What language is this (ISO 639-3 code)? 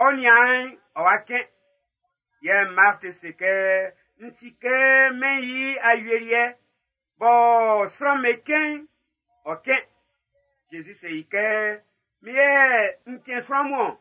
bci